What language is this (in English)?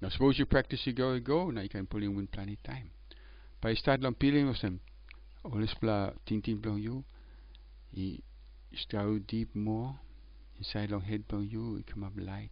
Tok Pisin